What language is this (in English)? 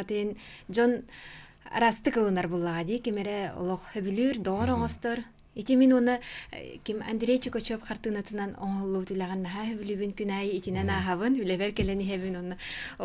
Yakut